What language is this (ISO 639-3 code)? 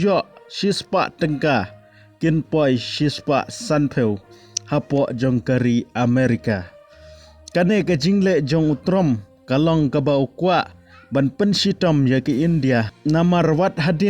kha